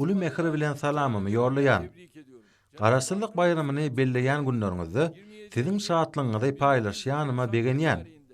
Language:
Turkmen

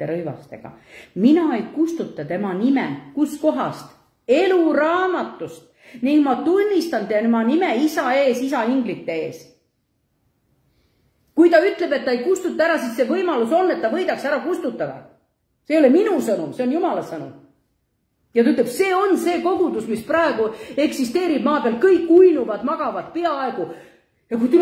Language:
Estonian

